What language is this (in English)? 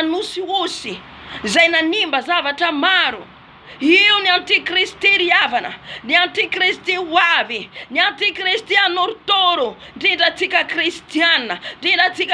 Malagasy